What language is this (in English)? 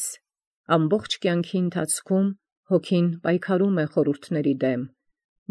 Armenian